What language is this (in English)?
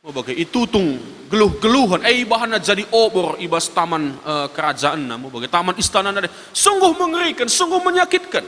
Batak Karo